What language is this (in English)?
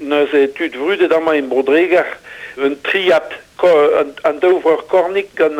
Breton